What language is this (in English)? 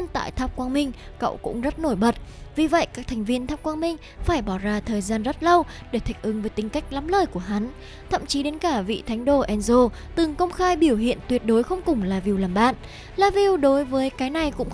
Vietnamese